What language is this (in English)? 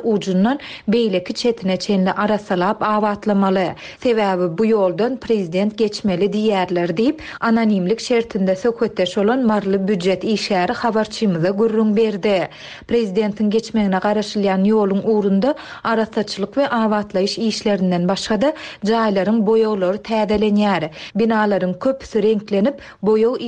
Turkmen